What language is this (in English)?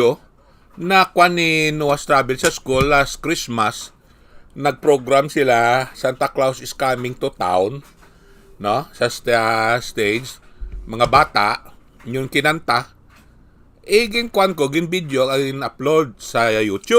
Hiligaynon